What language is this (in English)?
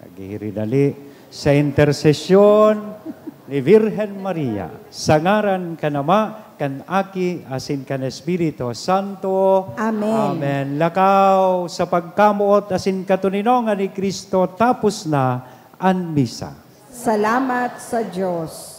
Bikol